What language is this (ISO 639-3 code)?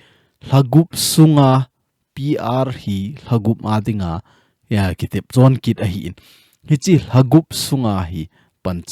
tcz